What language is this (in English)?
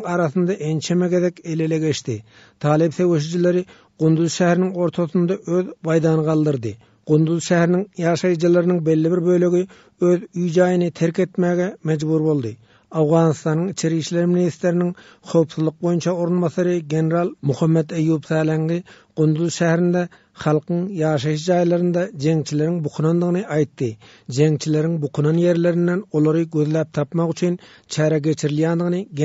Turkmen